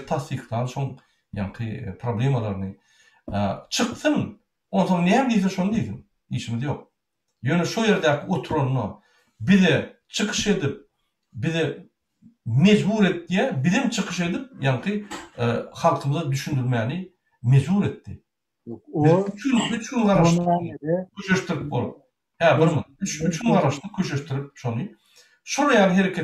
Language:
Turkmen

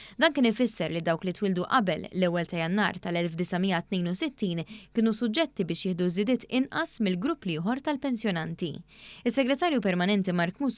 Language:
Maltese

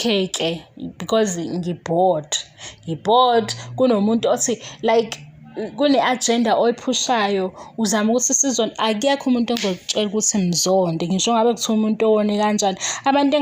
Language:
Zulu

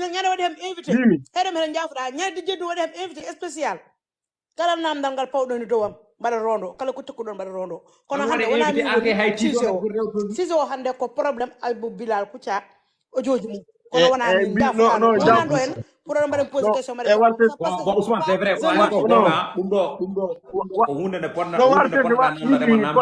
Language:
Fula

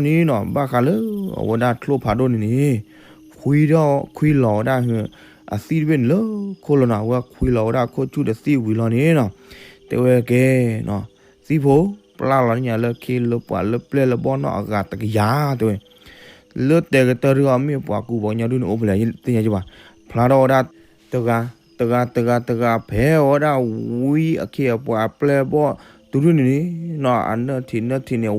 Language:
S'gaw Karen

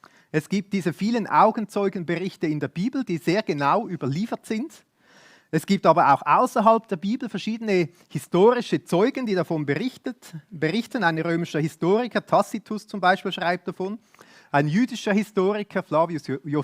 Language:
Swiss German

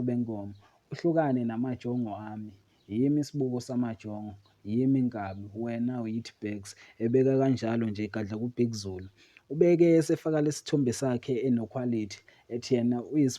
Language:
Zulu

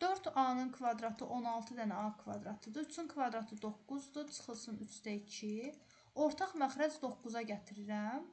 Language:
Azerbaijani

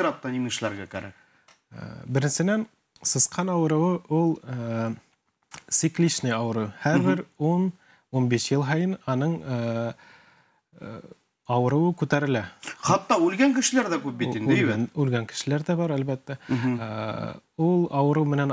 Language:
Bashkir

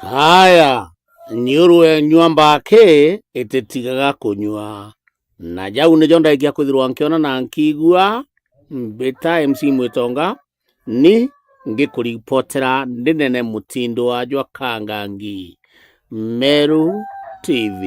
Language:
Meru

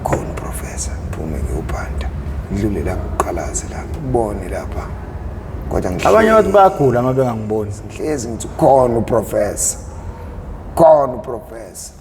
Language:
Zulu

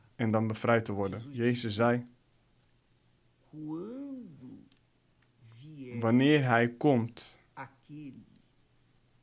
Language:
Dutch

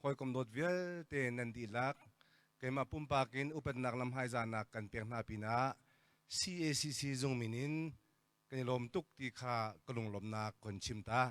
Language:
Hakha Chin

